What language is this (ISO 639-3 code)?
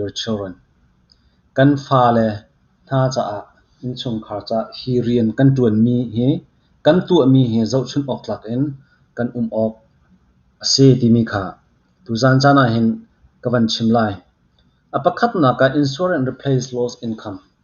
cnh